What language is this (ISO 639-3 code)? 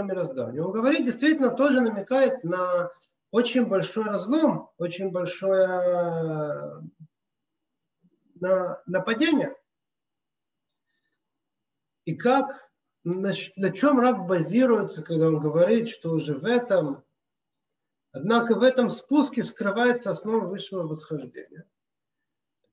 rus